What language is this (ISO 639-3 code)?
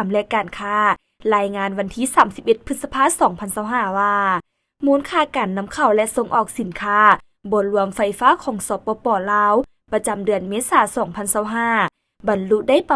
lao